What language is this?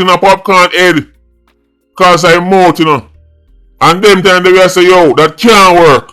Jamaican Creole English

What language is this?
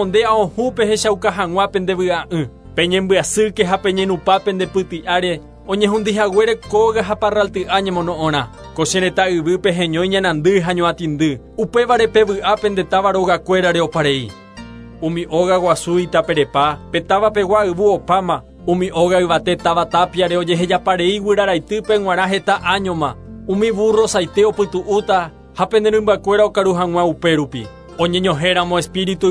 Guarani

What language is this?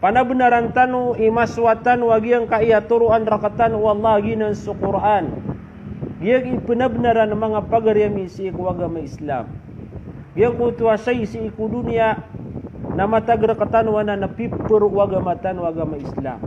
Maranao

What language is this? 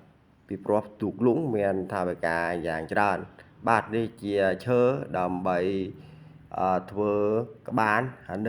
Khmer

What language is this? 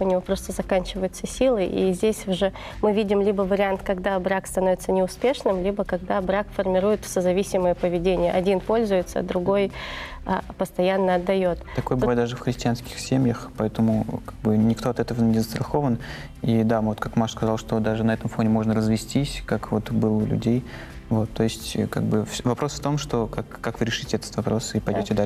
Russian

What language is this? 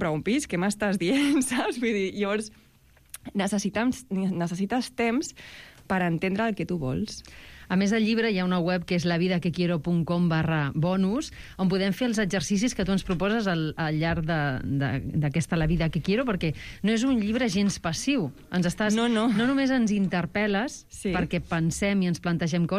Catalan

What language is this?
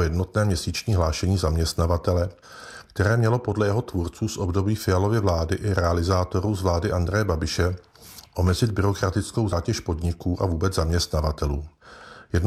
Czech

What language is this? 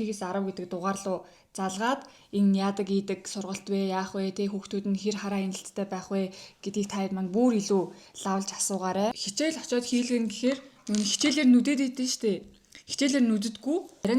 Mongolian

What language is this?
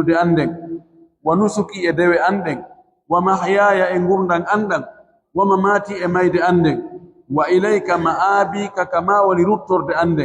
Fula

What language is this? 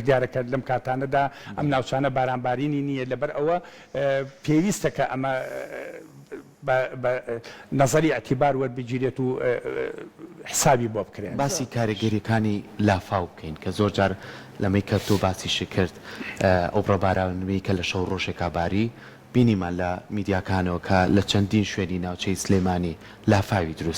Central Kurdish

